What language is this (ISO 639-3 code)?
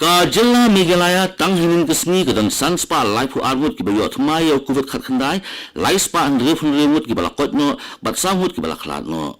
kha